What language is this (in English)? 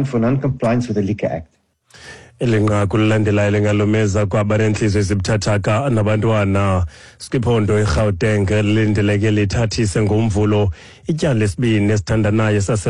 Xhosa